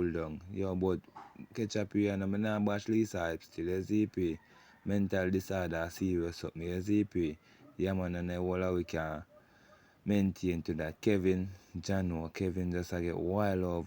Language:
Jamaican Creole English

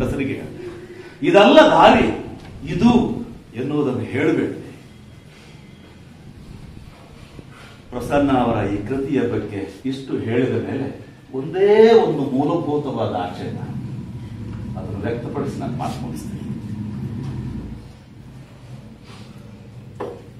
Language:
Kannada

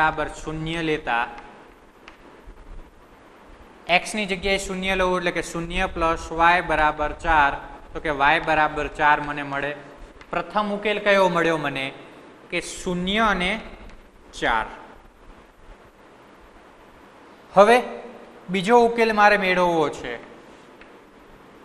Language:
Gujarati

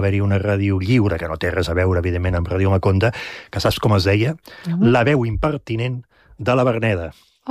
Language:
Catalan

